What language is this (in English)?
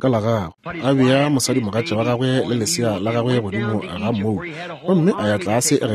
Northern Sotho